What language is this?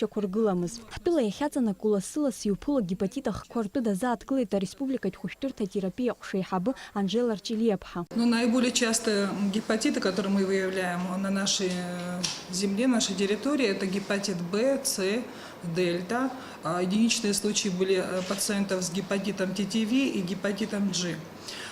Abkhazian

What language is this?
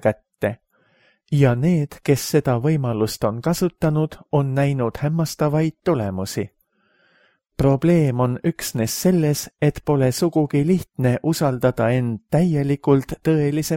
Estonian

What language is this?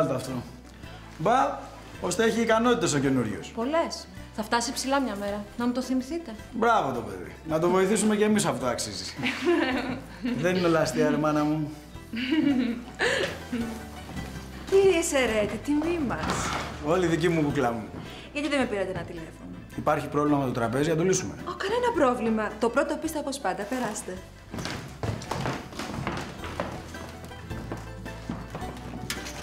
Greek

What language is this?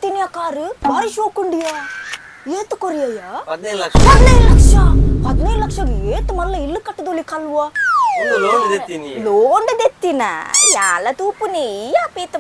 Tulu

